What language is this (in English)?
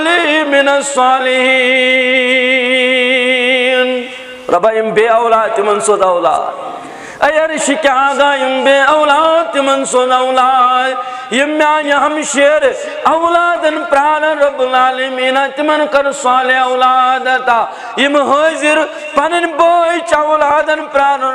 Kashmiri